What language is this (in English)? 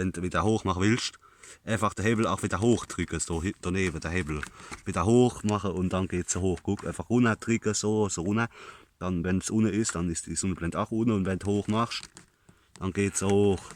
Palatine German